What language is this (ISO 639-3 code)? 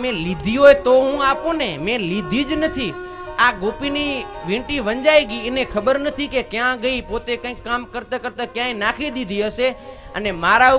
guj